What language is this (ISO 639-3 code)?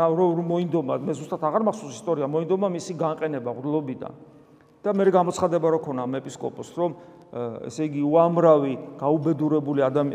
kat